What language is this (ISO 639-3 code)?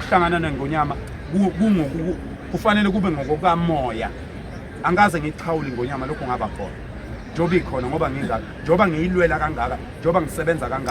zul